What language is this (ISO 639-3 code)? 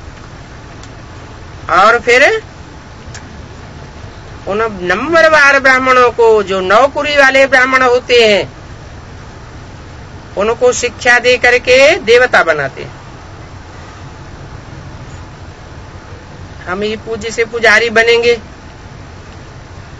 hin